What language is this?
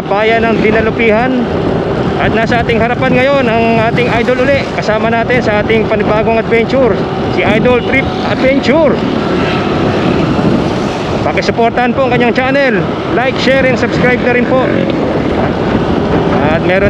Filipino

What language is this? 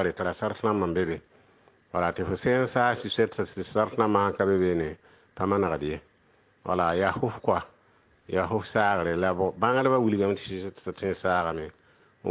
Mossi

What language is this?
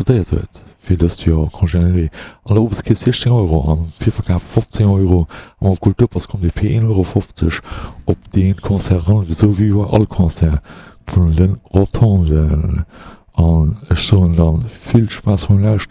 Luxembourgish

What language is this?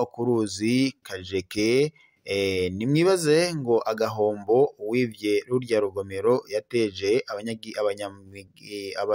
Rundi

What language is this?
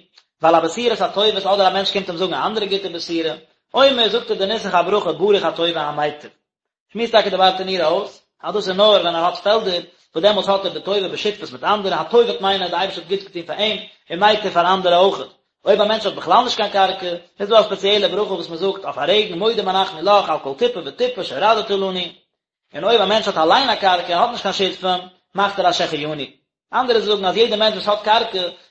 Yiddish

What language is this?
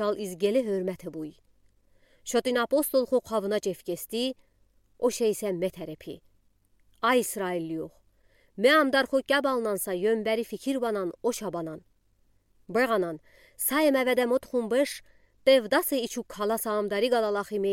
Udi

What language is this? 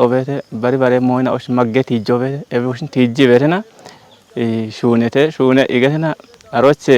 Kafa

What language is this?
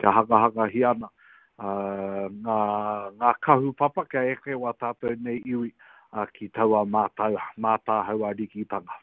Māori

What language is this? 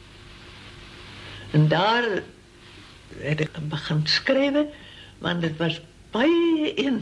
Afrikaans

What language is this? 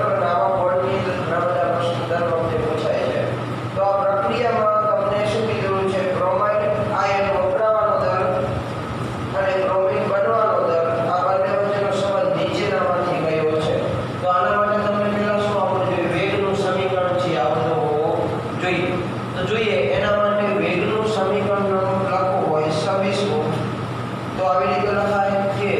Gujarati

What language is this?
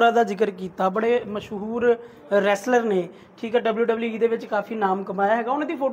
Punjabi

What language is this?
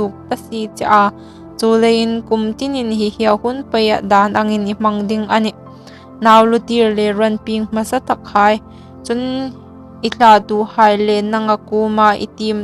Hmar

